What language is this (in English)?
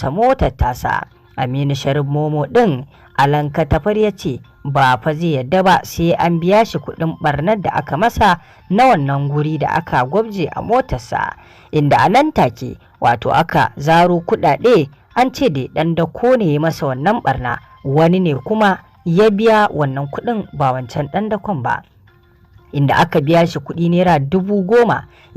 Hausa